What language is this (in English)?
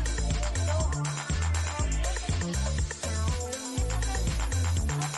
Filipino